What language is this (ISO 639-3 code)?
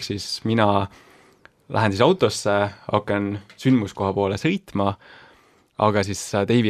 est